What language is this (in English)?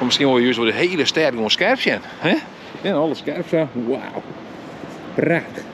Western Frisian